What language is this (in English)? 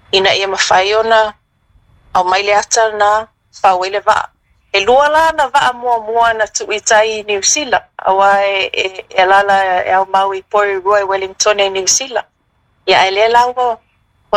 Samoan